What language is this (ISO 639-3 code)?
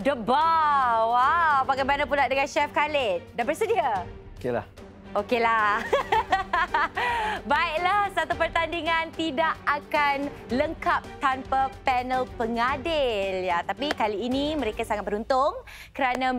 msa